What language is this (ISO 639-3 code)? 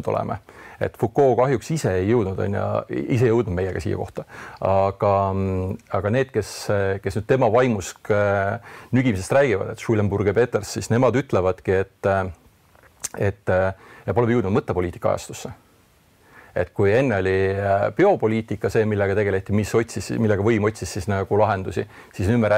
est